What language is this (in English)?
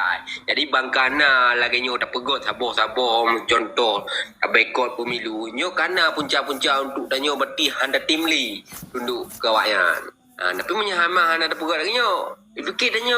Achinese